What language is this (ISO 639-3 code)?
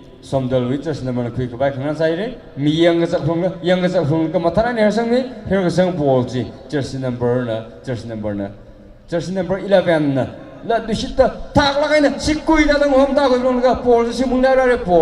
nmf